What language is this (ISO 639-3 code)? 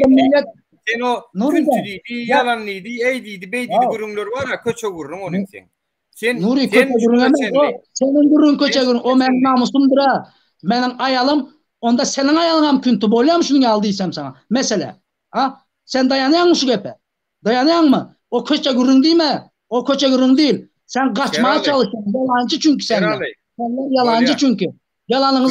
tuk